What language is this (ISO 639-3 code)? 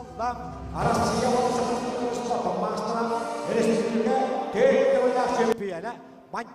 sah